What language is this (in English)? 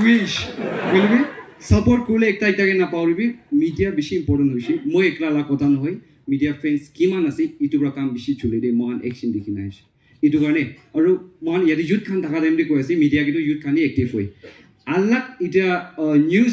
Naga Pidgin